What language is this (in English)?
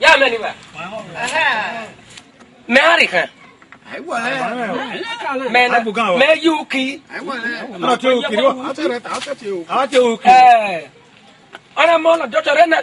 Esan